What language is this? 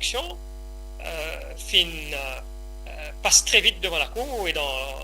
Morisyen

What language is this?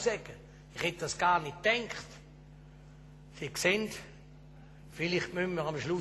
German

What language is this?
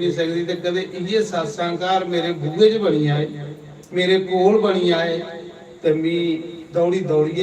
Dogri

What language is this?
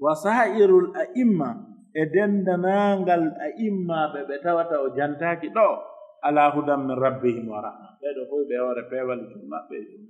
Pular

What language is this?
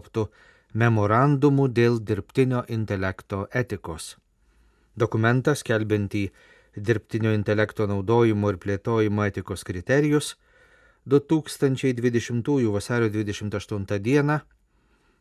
Lithuanian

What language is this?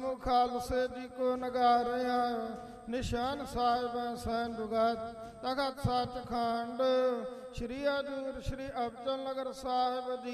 Punjabi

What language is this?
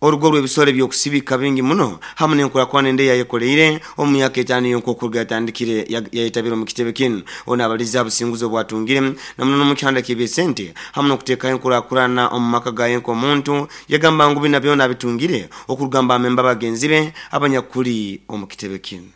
Nyankole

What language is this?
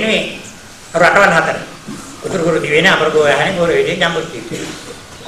Sinhala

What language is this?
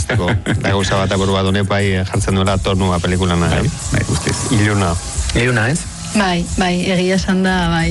Basque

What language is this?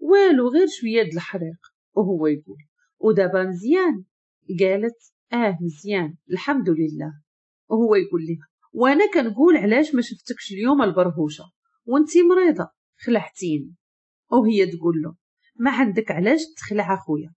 Moroccan Arabic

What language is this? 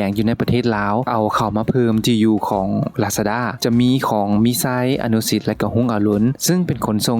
Lao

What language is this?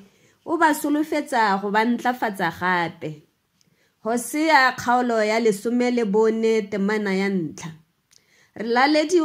Tswana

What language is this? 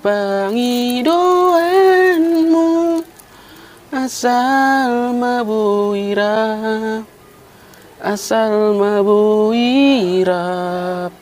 Batak Toba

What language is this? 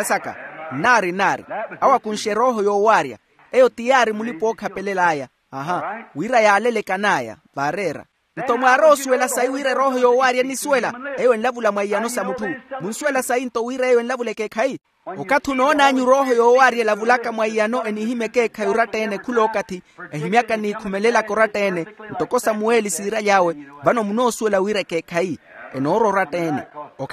Makhuwa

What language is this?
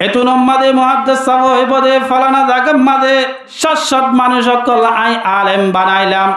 Rohingya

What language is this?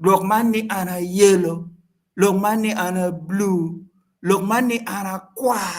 Acoli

